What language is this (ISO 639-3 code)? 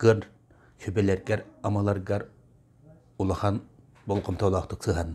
sah